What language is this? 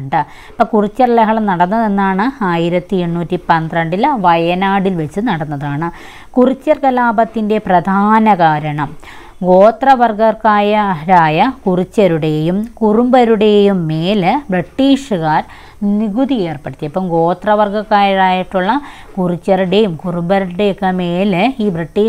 Malayalam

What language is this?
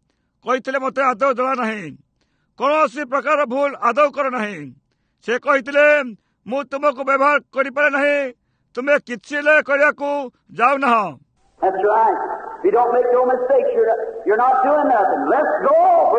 Odia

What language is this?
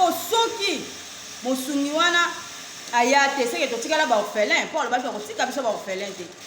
Lingala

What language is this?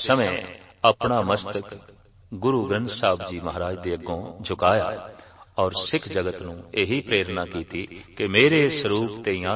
Punjabi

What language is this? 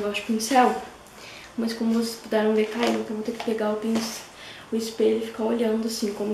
Portuguese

